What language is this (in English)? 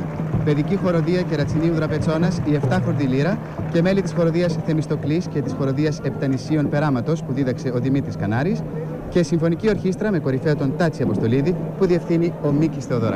Greek